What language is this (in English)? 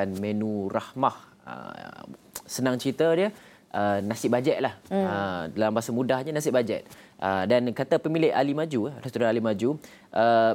Malay